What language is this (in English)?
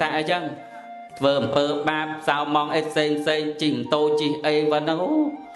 Khmer